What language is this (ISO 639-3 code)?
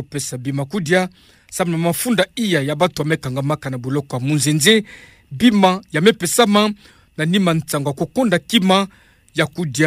ktu